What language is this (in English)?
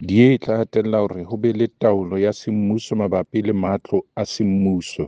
Southern Sotho